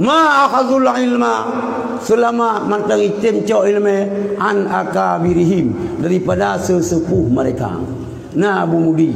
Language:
Achinese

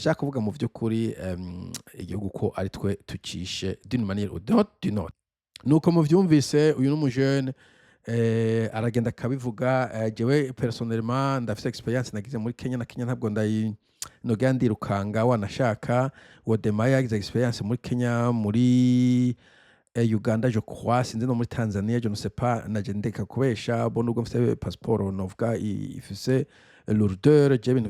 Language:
Rundi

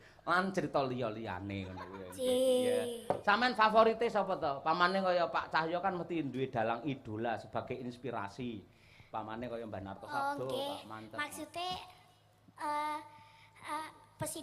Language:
Javanese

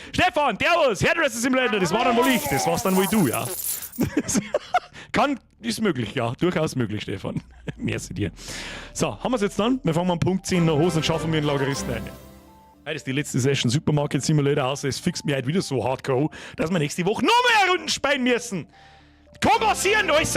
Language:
Bavarian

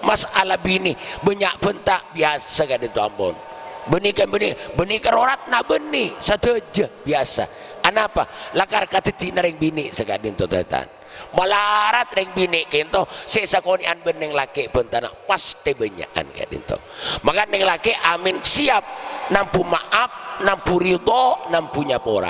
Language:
Madurese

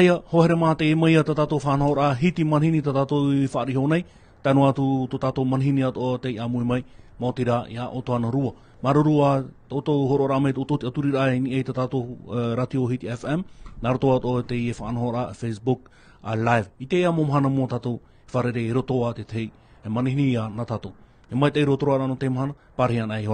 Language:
Tahitian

